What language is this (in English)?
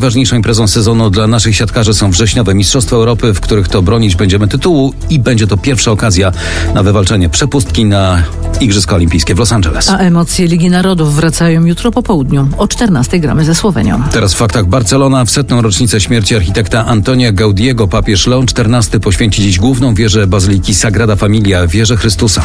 Polish